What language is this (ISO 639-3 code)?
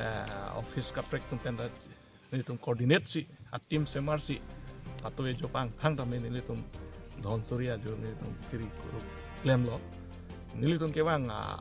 mjw